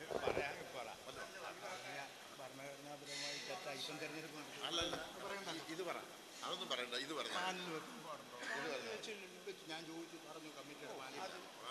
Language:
Malayalam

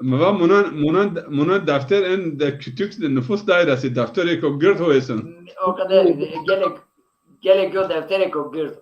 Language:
Zaza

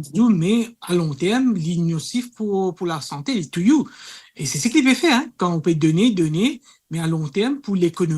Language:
Morisyen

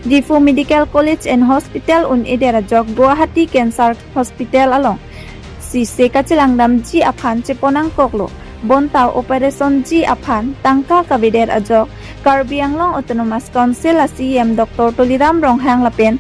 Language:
Karbi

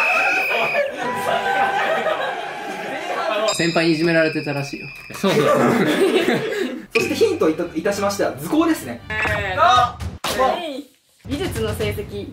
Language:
Japanese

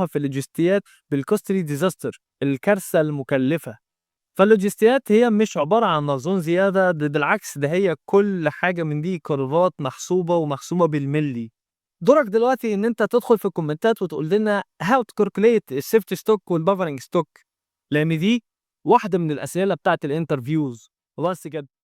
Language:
Egyptian Arabic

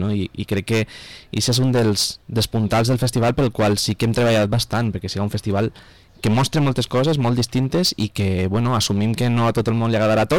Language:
Catalan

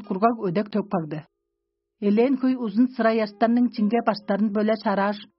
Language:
Tuvinian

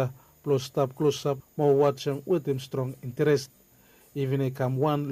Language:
Bislama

